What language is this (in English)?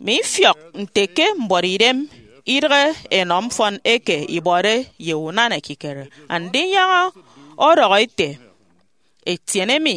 Efik